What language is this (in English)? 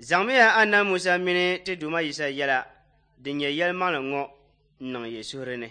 Dagbani